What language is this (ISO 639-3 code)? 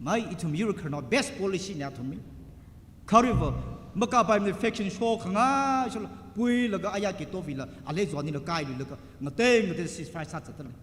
nmf